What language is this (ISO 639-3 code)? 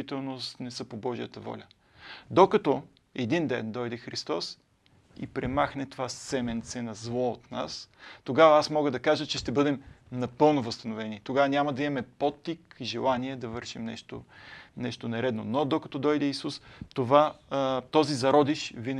bul